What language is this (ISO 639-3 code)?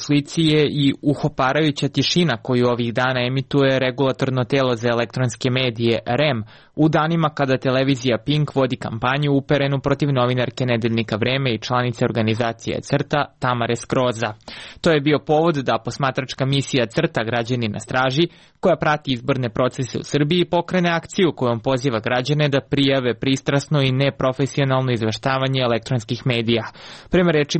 srp